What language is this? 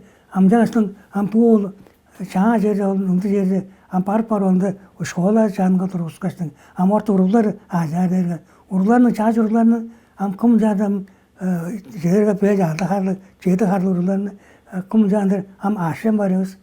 Tuvinian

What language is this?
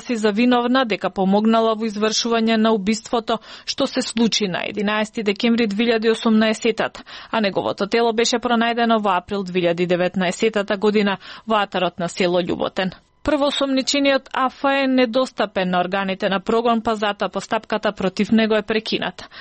Macedonian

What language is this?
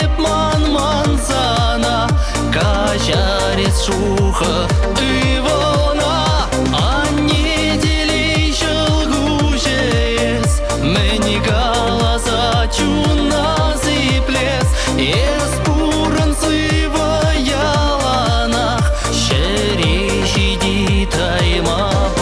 Chuvash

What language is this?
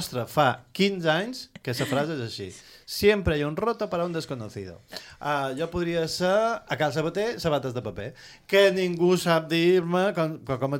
Catalan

